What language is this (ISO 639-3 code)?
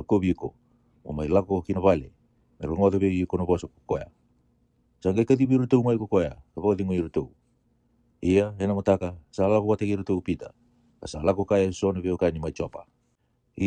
fij